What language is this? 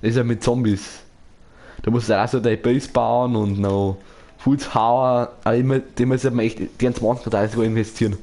Bavarian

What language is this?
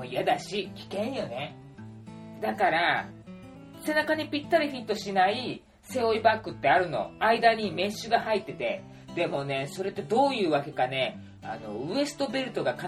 Japanese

